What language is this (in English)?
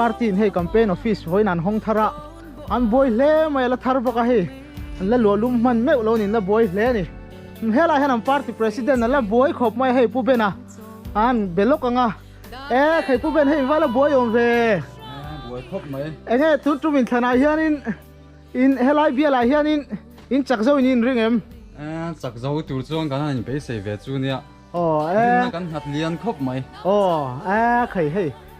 Mizo